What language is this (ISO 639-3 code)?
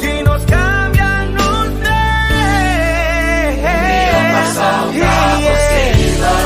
pap